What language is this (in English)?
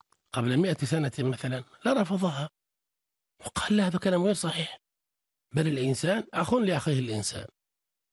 Arabic